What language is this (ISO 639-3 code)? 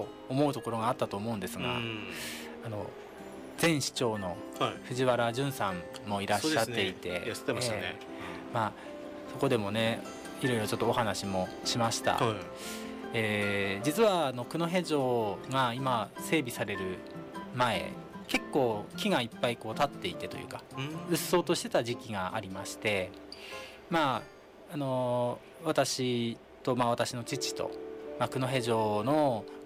jpn